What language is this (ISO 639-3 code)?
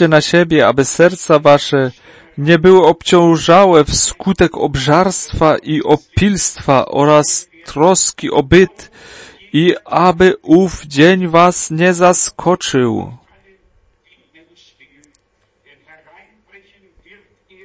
pol